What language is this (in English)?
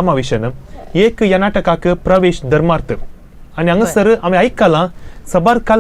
Konkani